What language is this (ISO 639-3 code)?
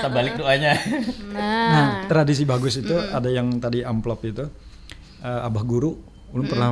bjn